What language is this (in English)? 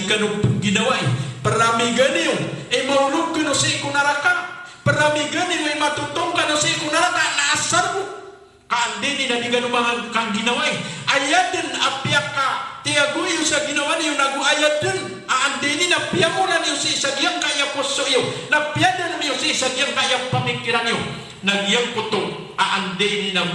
Maranao